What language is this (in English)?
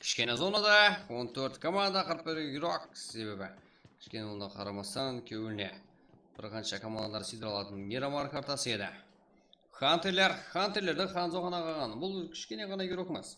Kara-Kalpak